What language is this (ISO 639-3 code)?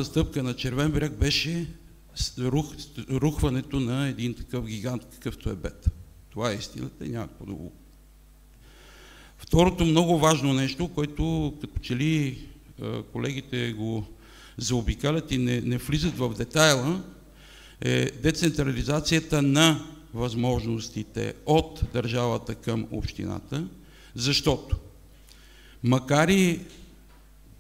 bul